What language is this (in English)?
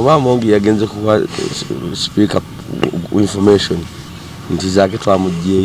Ganda